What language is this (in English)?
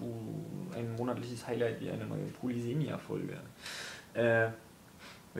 German